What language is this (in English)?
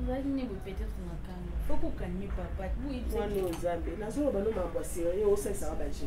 Lingala